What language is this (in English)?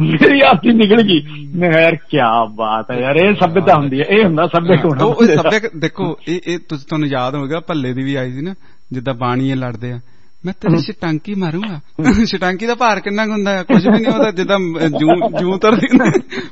Punjabi